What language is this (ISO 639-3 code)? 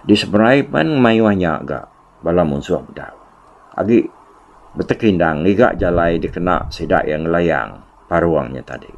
iba